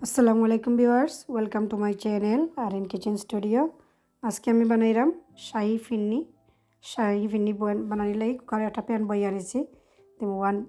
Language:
Sylheti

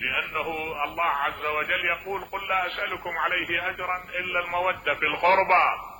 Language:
Mesopotamian Arabic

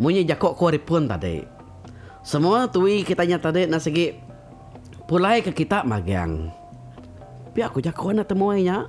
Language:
Iban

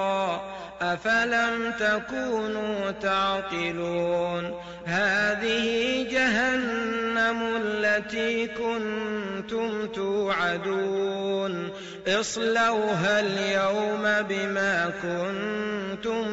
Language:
Arabic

